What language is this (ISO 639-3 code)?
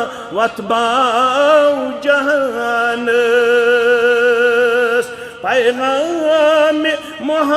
kas